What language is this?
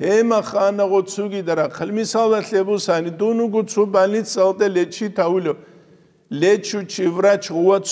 Avaric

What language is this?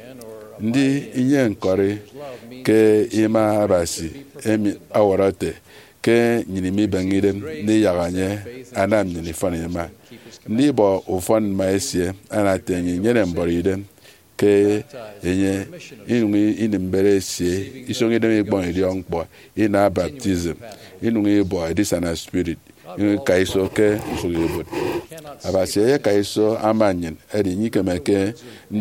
Efik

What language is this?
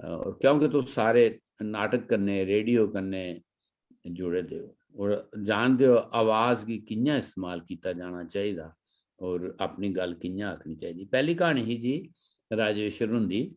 Dogri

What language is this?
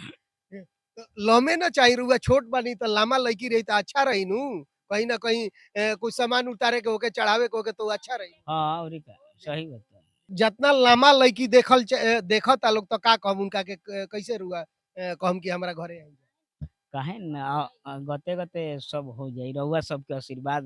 Bhojpuri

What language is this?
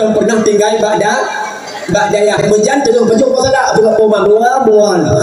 Achinese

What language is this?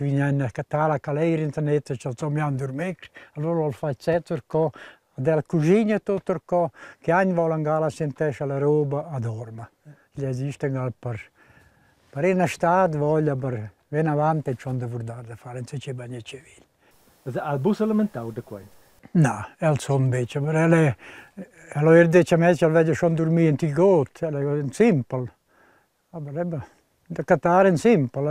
Romansh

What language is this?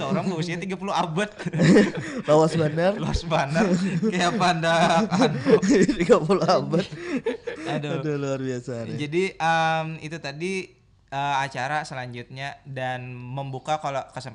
Banjar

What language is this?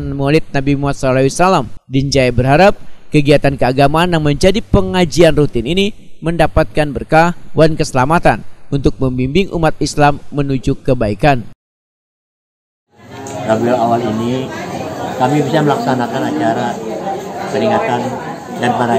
Indonesian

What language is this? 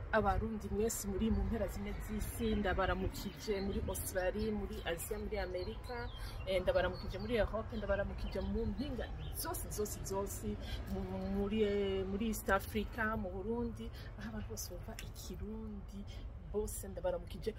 Rundi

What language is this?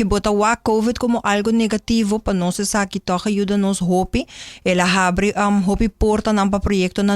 Papiamento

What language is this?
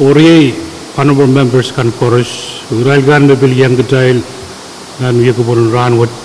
Pohnpeian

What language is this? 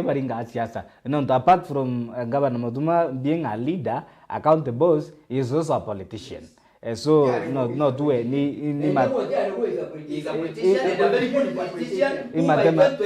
Meru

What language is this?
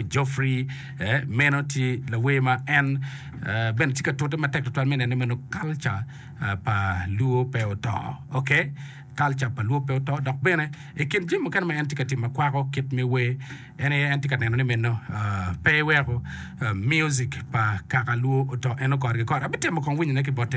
Acoli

